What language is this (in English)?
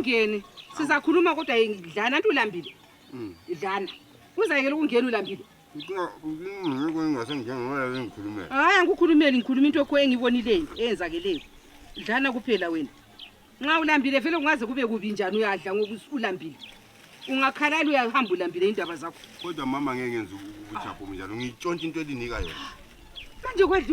North Ndebele